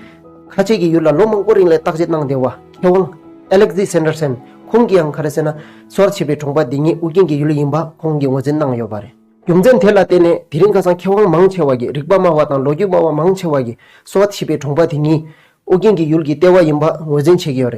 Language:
Tibetan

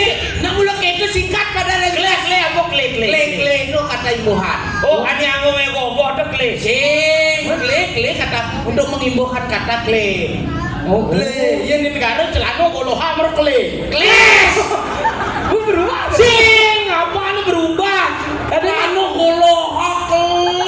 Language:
Balinese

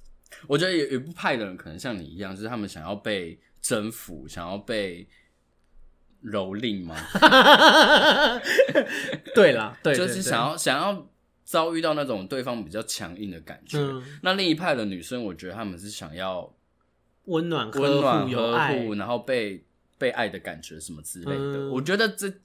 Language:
Chinese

